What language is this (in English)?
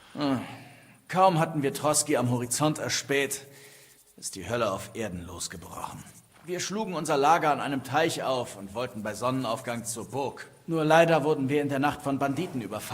Bavarian